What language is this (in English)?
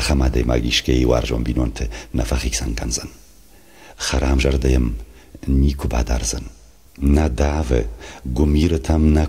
Ossetic